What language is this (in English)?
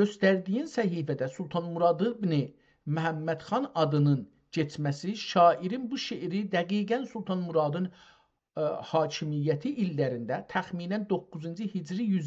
South Azerbaijani